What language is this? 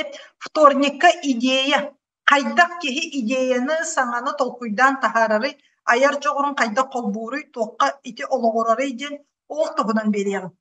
Yakut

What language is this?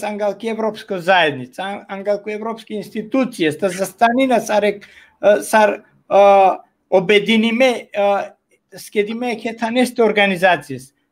Balkan Romani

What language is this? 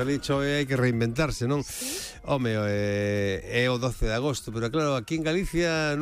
Galician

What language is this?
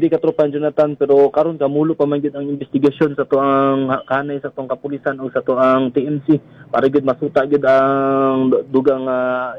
Cebuano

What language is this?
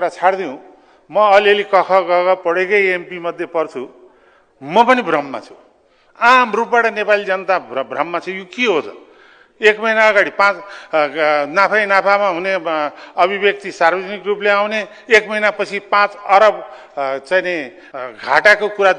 Nepali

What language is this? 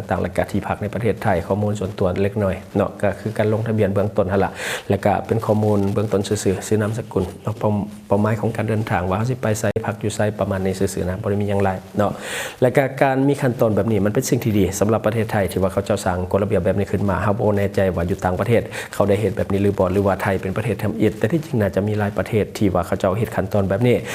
Lao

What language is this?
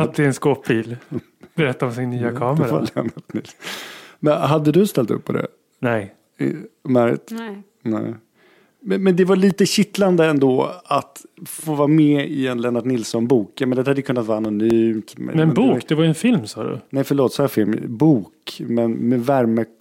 Swedish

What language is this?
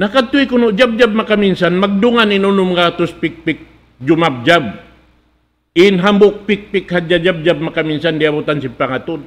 Tausug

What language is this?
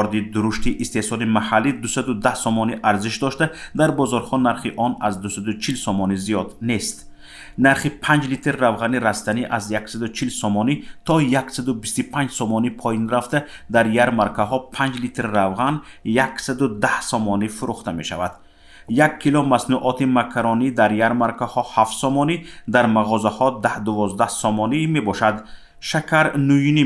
Tajik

